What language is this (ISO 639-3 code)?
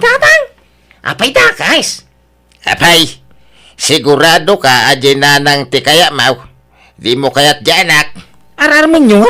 ilo